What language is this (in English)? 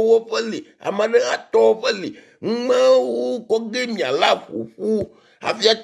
Ewe